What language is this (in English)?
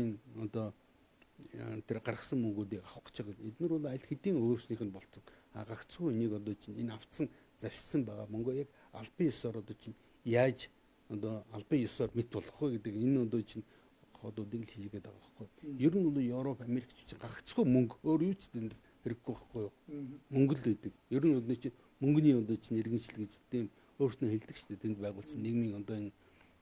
Mongolian